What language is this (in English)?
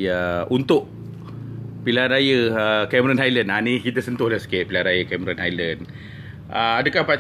Malay